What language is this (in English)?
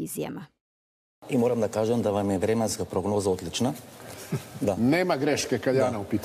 Serbian